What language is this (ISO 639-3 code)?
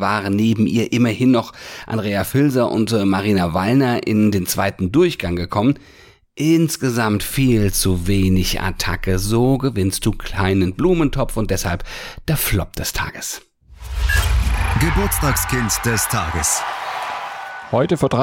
deu